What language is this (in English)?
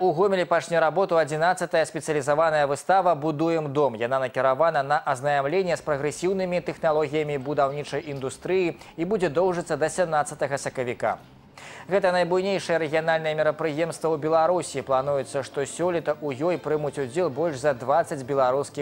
Belarusian